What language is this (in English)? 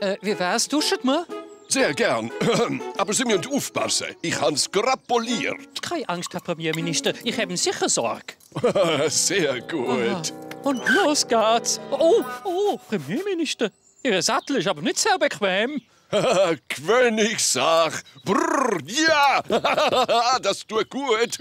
Swiss German